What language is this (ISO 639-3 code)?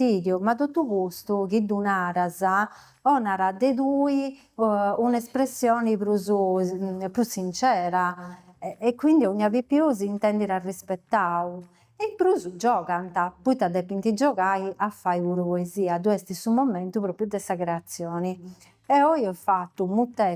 srd